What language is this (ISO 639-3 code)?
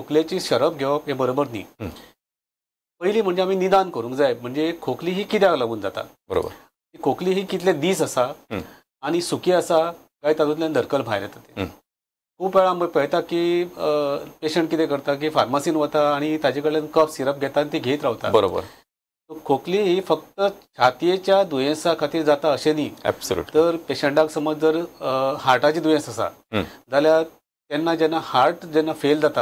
kok